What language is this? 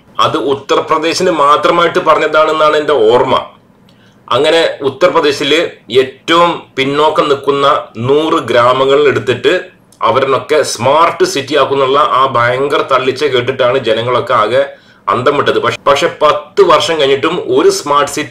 Malayalam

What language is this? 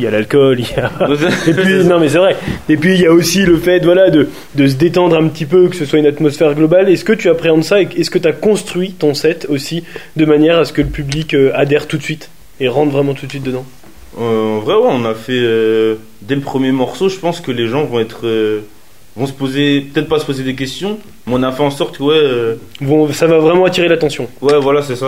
French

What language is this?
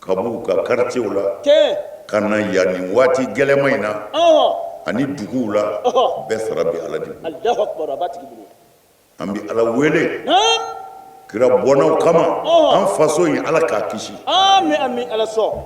Bambara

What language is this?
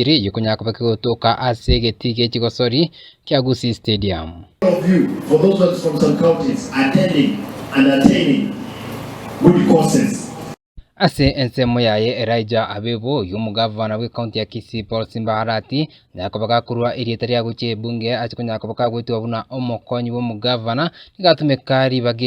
Gusii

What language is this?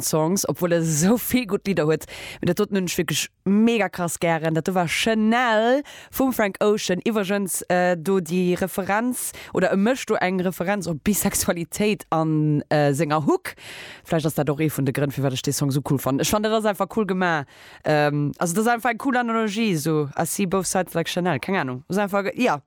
Luxembourgish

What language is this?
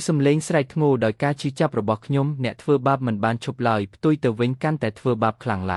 Khmer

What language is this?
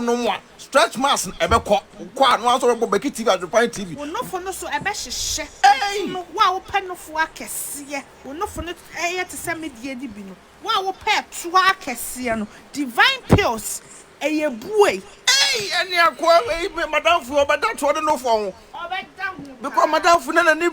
Akan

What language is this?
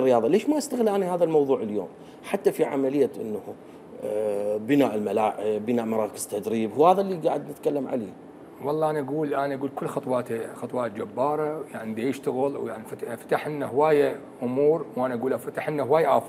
Mesopotamian Arabic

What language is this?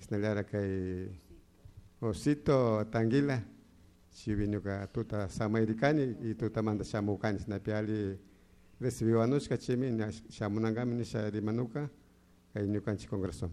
Chimborazo Highland Quichua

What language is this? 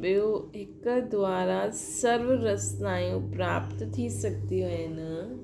Sindhi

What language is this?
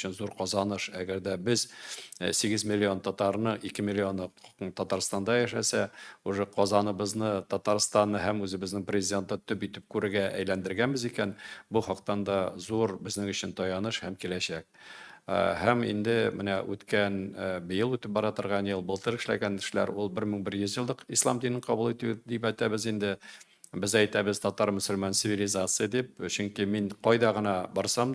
Tatar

